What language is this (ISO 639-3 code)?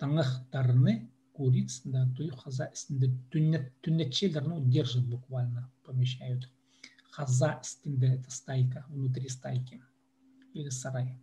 kjh